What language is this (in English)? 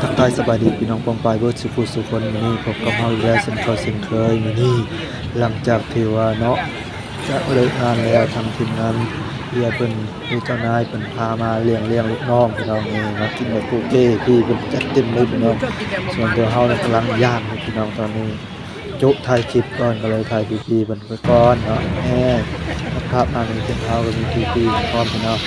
Northeastern Thai